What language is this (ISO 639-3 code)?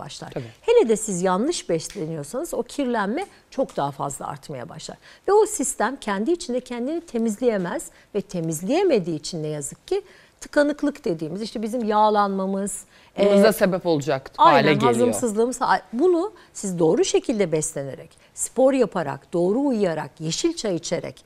tur